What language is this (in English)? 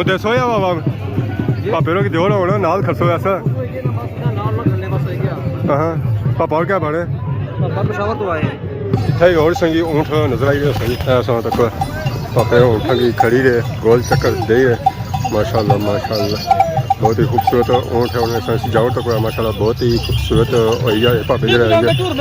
Pahari-Potwari